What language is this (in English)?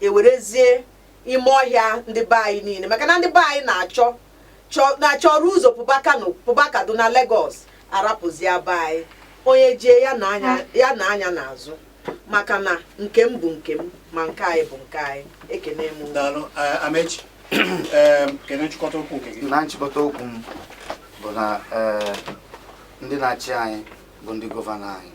Igbo